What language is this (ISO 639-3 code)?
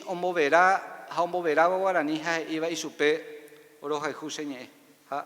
grn